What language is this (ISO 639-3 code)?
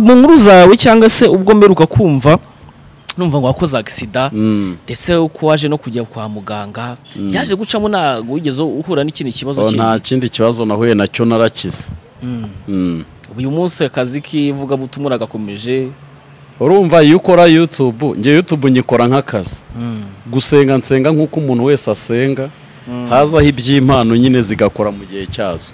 kin